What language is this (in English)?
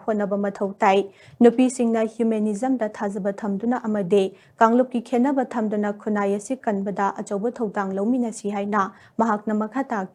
Manipuri